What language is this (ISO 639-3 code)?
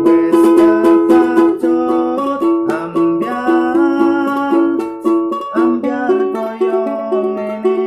jav